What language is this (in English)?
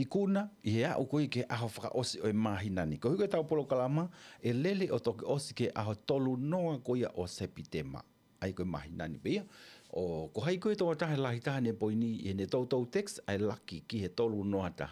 Tongan